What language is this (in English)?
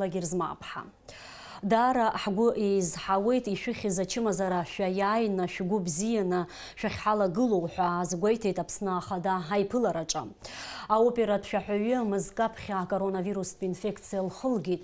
Abkhazian